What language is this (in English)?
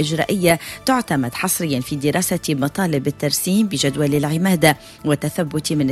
Arabic